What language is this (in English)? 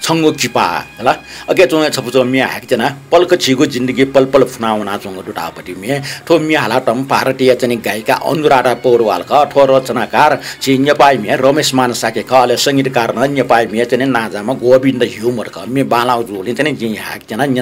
Newari